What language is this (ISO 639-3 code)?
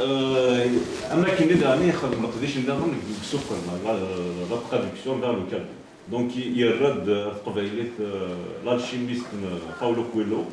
kab